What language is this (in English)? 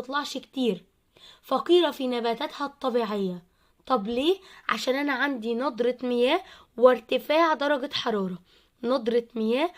Egyptian Arabic